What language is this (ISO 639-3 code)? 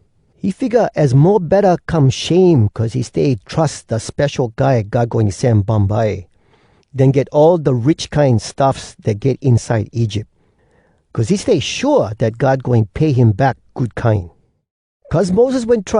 hwc